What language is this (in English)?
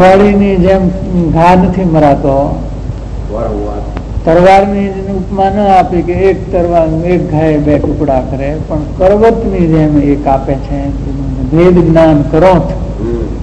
Gujarati